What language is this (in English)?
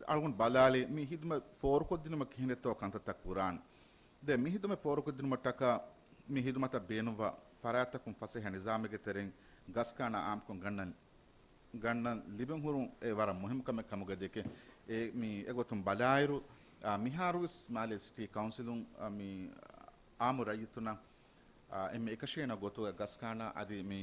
Divehi